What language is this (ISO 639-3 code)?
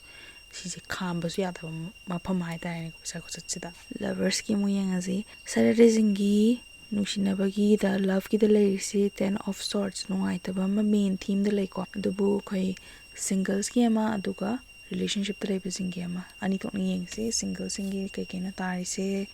mni